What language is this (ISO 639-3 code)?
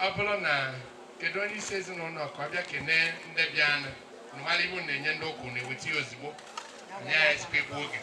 ibo